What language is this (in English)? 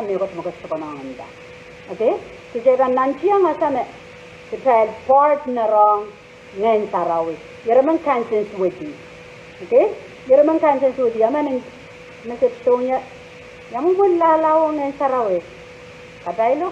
Pohnpeian